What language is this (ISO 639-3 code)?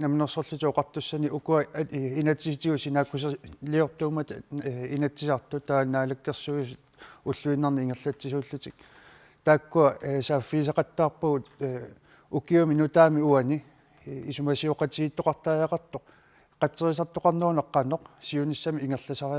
kal